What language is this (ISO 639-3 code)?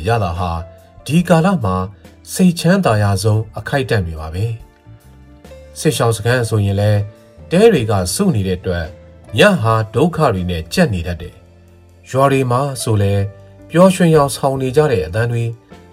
mya